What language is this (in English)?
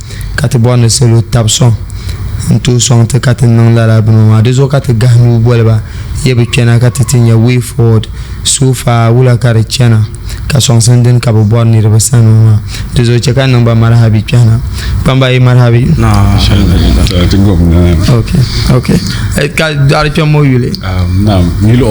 Dagbani